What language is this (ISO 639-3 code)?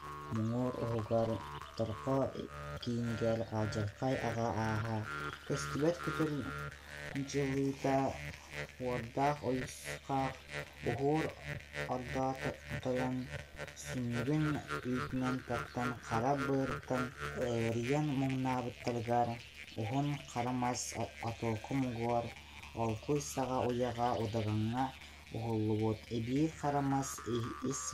sah